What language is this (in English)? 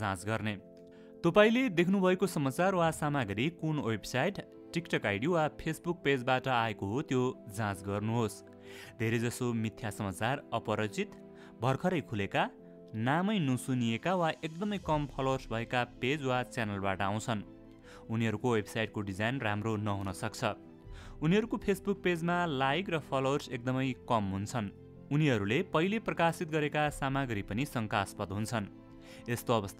Nepali